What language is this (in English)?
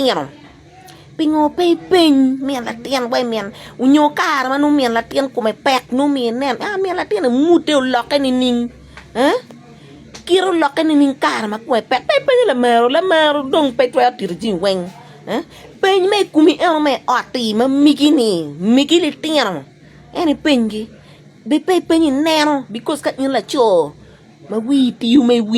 Acoli